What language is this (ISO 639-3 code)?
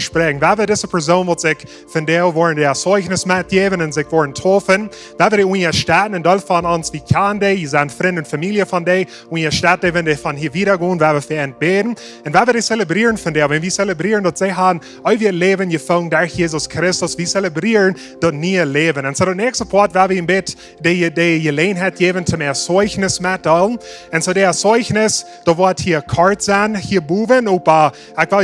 pdt